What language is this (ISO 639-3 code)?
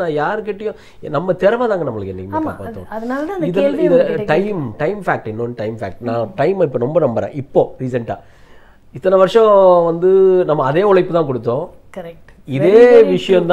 tam